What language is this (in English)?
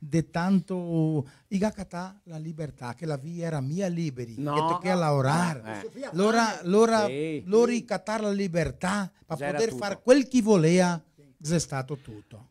Venetian